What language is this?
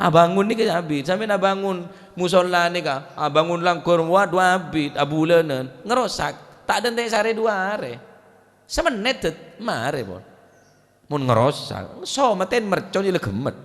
Madurese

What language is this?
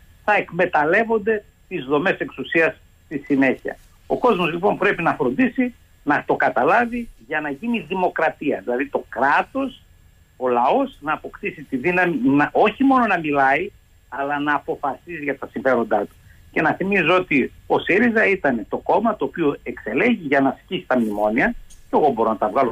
Greek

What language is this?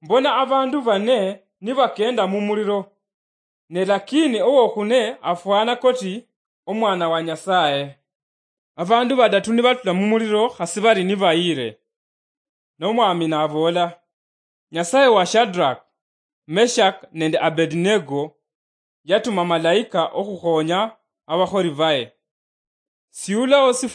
Luyia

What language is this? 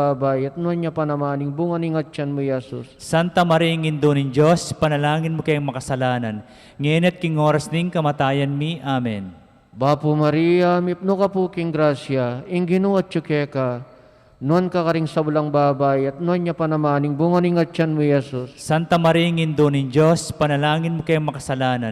Pampanga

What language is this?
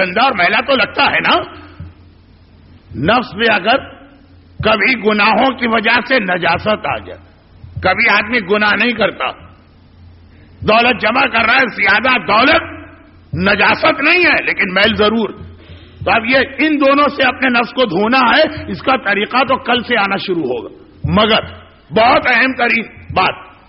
Urdu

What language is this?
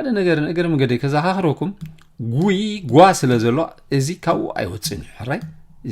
Tigrinya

